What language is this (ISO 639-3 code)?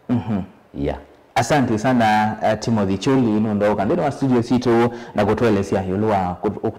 kam